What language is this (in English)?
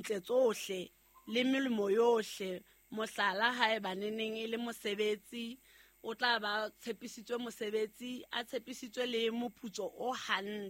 Southern Sotho